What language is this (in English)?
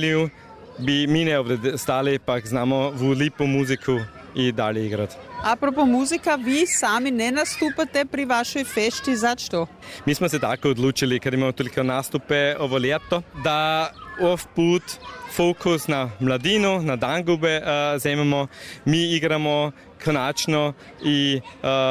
Croatian